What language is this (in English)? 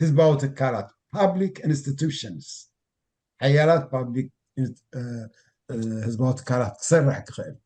Tigrinya